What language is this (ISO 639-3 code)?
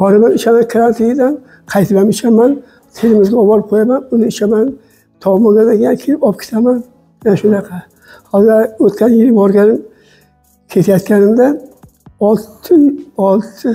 uzb